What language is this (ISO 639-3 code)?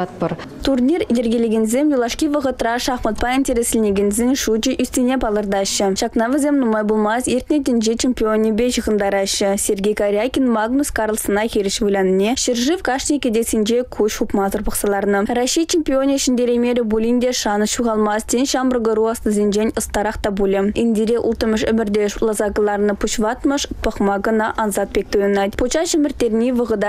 chv